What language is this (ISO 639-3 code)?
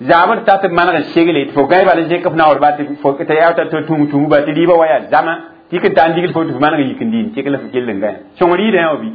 mos